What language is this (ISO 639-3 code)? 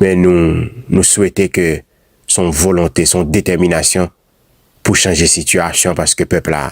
hat